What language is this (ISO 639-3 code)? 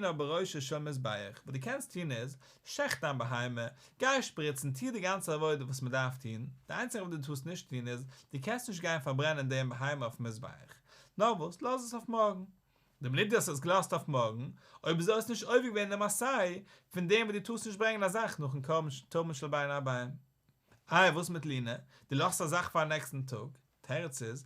yid